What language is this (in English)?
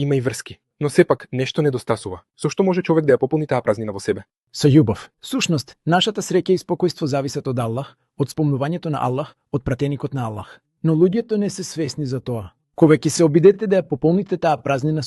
Macedonian